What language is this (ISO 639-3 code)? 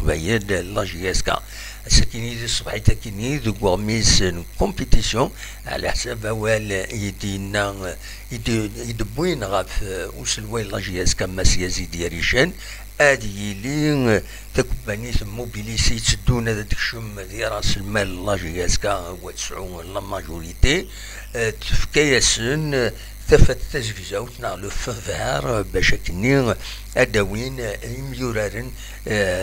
kab